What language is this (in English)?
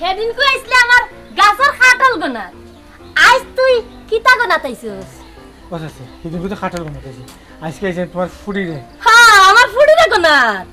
Sylheti